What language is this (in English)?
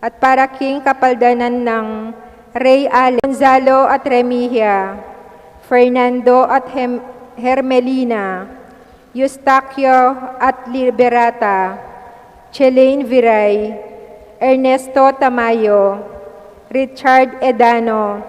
Pampanga